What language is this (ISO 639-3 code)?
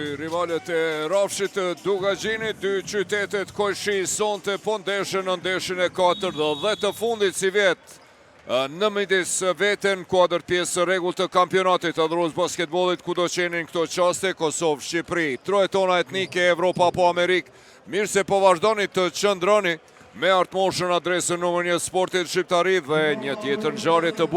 sqi